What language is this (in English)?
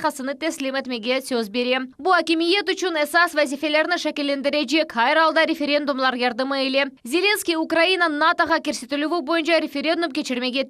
Crimean Tatar